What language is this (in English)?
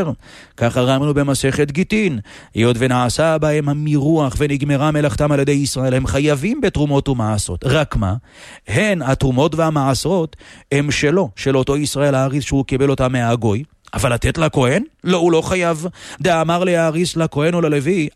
Hebrew